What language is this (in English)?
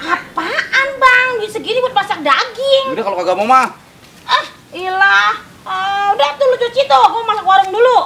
Betawi